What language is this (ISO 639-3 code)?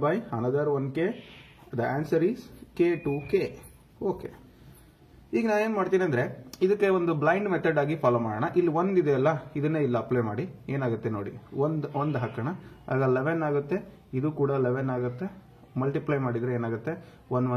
kan